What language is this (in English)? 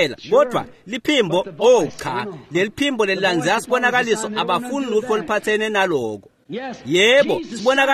Swati